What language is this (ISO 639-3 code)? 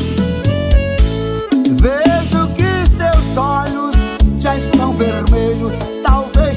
por